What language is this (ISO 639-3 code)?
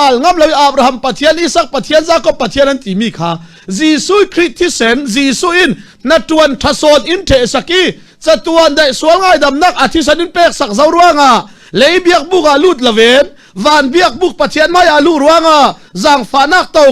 cfm